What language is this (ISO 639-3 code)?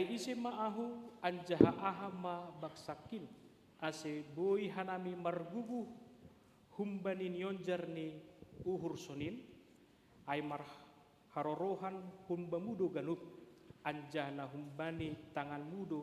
bts